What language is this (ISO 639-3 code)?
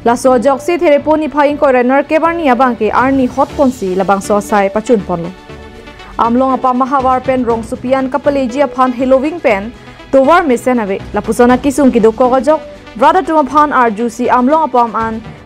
mjw